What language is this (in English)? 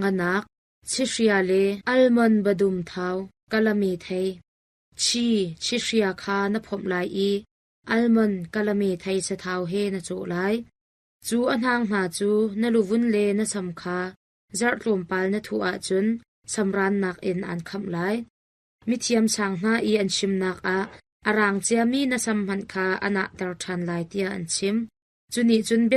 Hakha Chin